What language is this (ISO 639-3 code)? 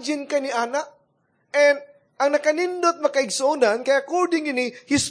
ceb